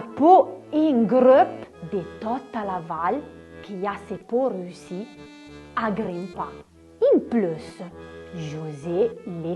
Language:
Arpitan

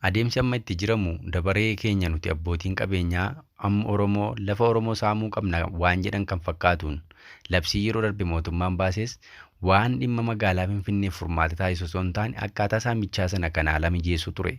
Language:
Oromo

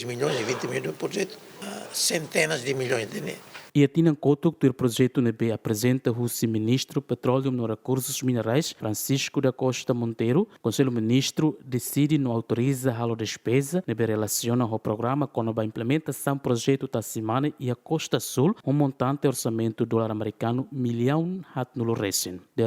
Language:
Tetum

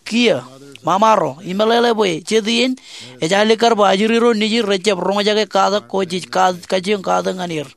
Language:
Marshallese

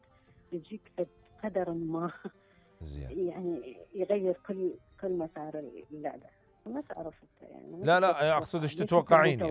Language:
Mesopotamian Arabic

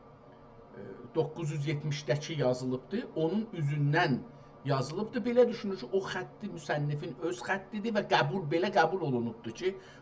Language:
South Azerbaijani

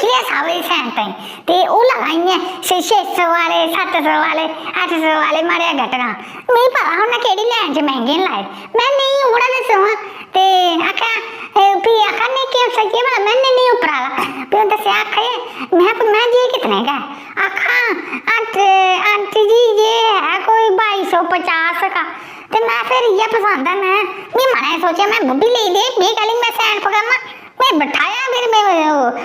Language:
Dogri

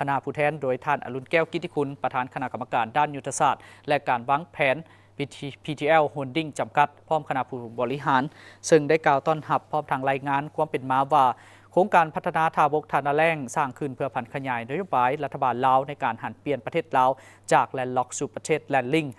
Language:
Lao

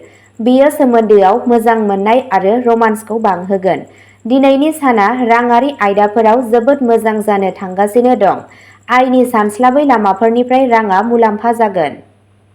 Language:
Bodo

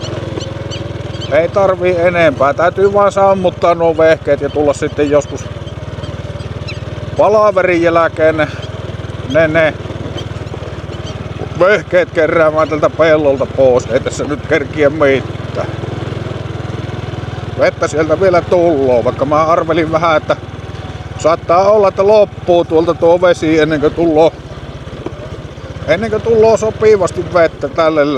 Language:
Finnish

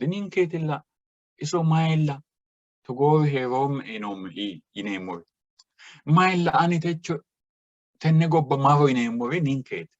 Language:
Sidamo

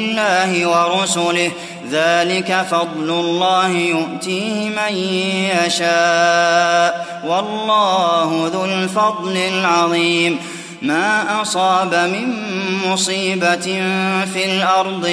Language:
Arabic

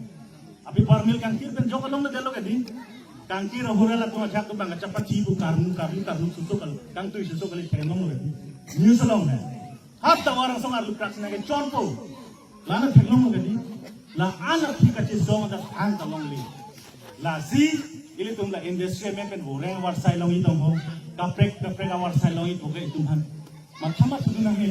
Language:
Karbi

